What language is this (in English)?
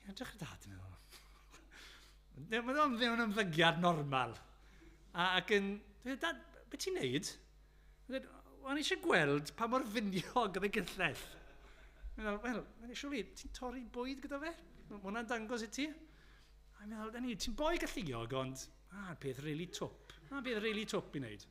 Welsh